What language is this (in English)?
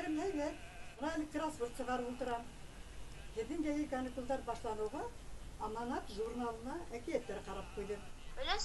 Bashkir